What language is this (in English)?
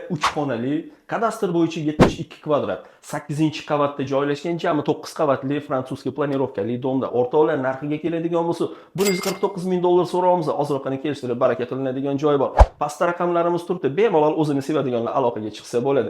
Uzbek